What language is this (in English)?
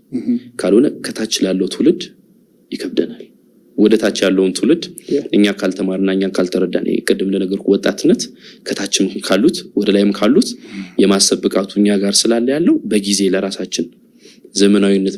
Amharic